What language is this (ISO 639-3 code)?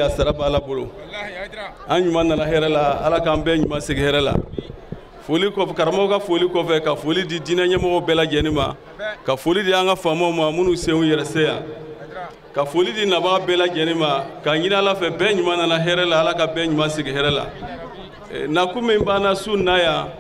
bam